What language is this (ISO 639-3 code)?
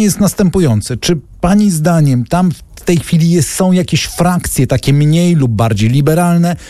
pol